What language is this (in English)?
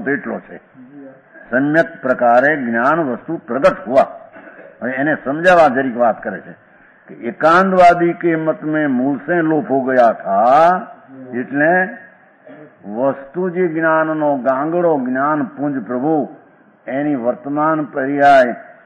Gujarati